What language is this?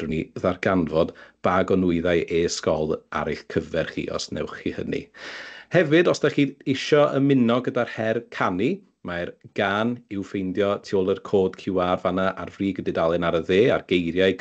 Welsh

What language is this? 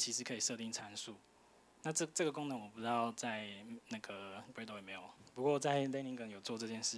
Chinese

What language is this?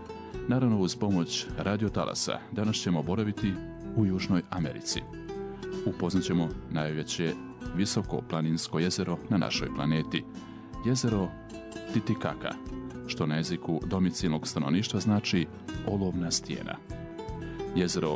Bosnian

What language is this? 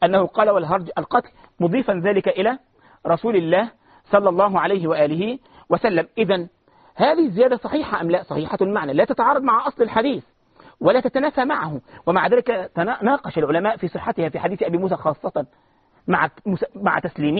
Arabic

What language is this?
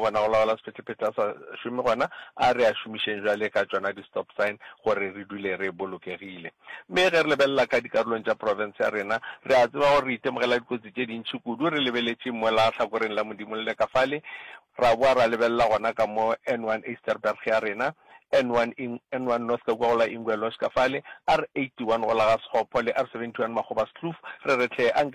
Northern Sotho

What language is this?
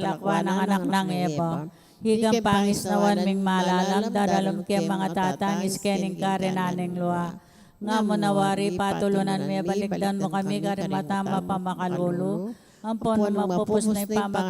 Pampanga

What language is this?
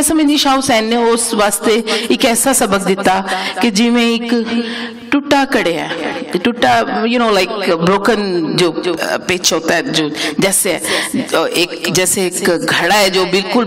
Western Panjabi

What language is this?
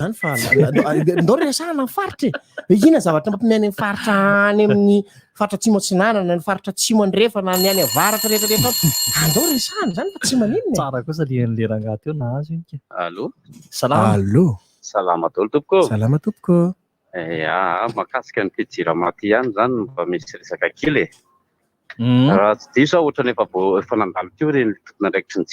Malagasy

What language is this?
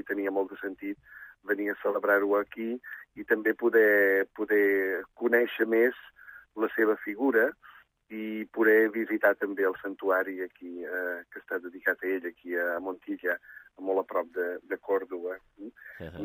Catalan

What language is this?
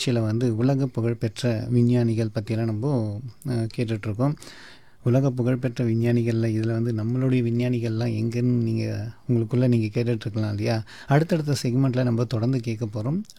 Tamil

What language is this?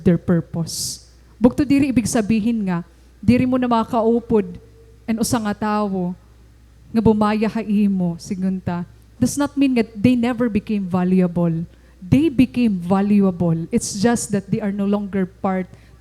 Waray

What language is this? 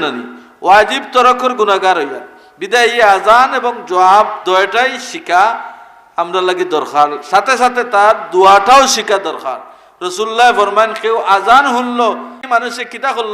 Sylheti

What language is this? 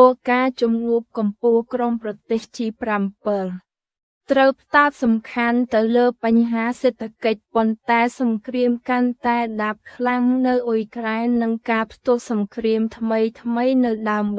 Khmer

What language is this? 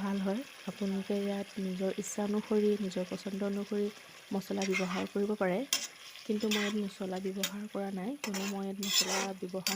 Assamese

